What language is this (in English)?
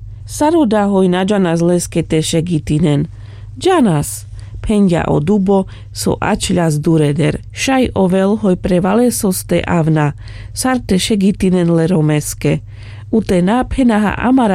Carpathian Romani